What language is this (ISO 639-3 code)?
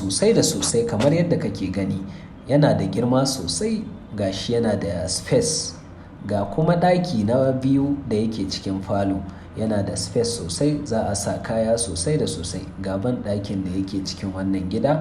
hau